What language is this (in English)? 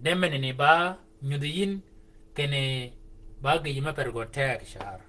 Shilluk